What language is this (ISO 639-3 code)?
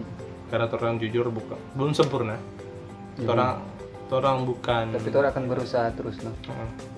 xmm